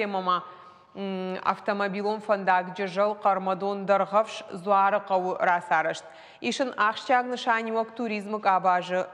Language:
Ossetic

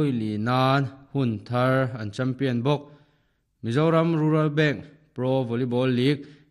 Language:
Mizo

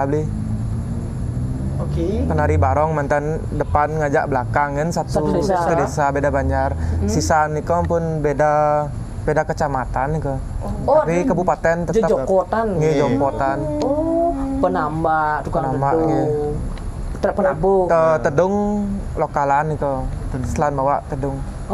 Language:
Indonesian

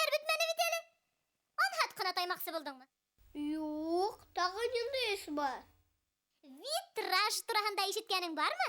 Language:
Bashkir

